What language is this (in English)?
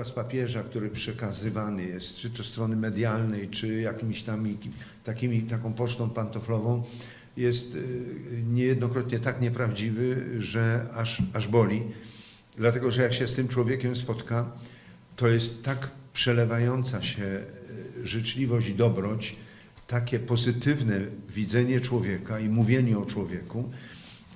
Polish